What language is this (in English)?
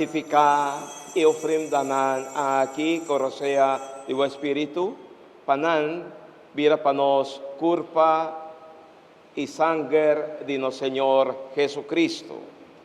Papiamento